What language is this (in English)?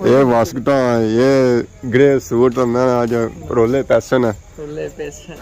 Pahari-Potwari